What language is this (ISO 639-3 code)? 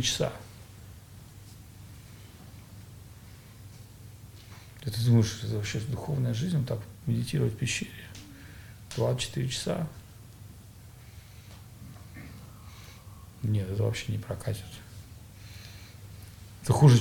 rus